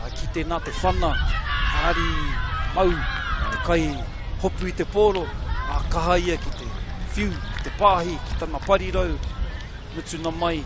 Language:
Māori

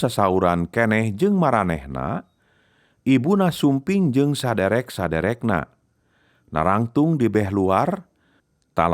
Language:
Sundanese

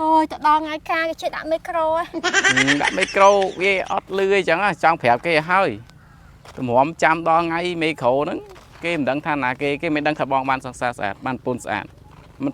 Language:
Khmer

